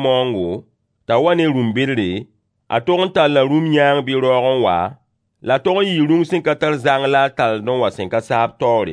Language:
Mossi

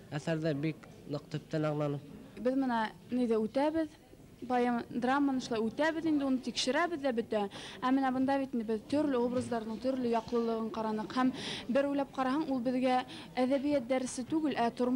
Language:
Bashkir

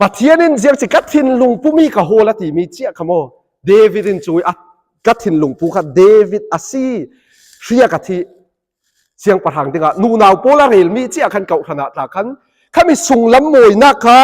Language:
Falam Chin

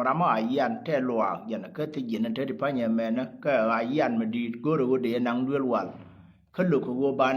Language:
Nuer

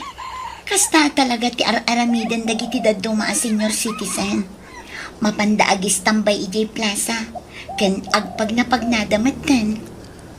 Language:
Iloko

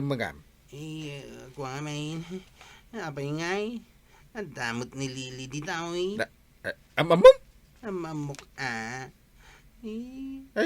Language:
Iloko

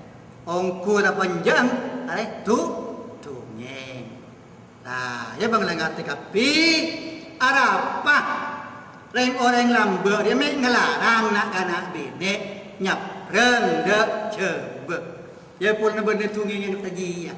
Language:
Madurese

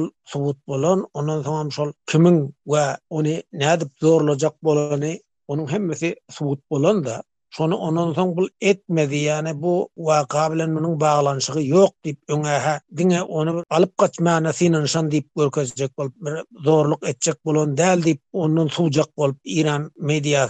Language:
Turkmen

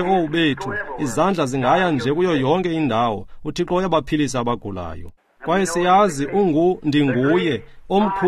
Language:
Xhosa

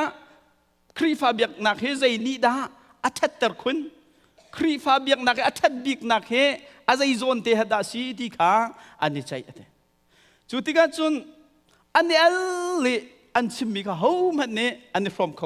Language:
Hakha Chin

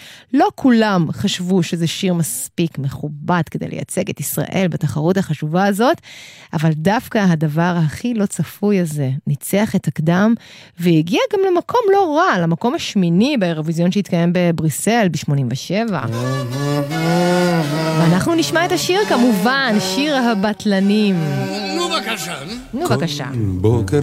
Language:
Hebrew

